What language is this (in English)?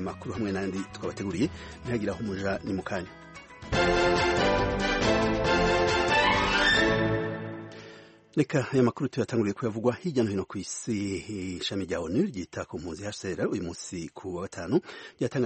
Kinyarwanda